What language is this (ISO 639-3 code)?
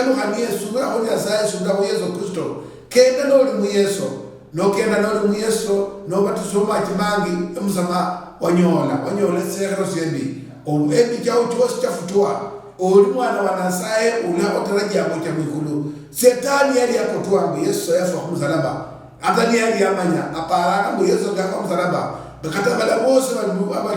luy